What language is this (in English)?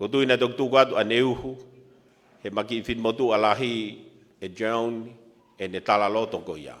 Tongan